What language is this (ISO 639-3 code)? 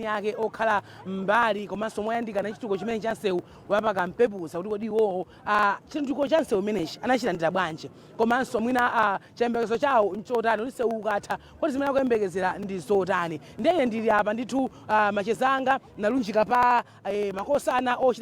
nya